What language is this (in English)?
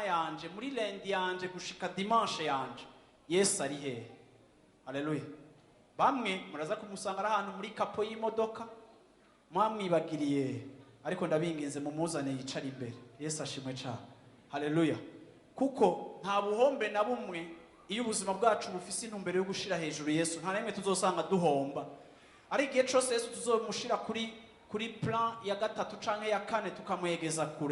Rundi